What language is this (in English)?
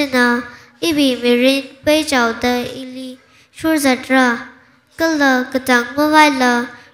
Tangkhul Naga (India)